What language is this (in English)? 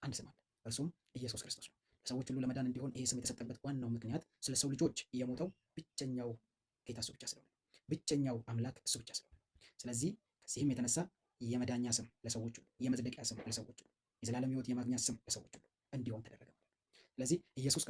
Amharic